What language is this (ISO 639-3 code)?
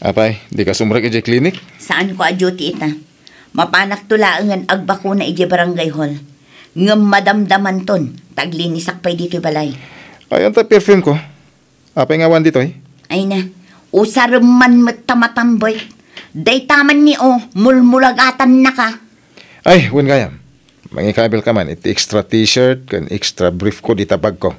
ilo